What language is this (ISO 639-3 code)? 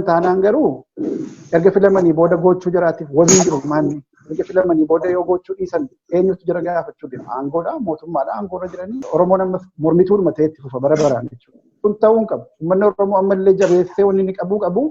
orm